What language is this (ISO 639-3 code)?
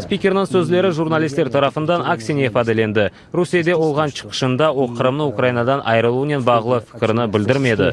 crh